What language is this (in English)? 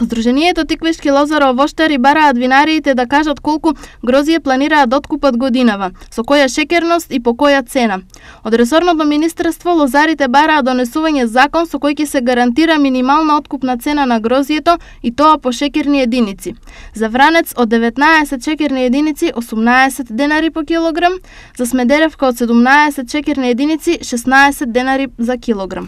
Macedonian